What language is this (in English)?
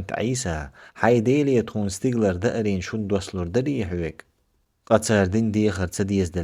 Chechen